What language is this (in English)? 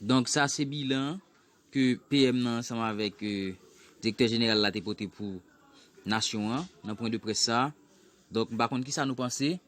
Haitian Creole